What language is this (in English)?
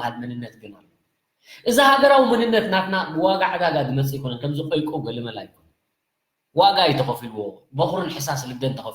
Tigrinya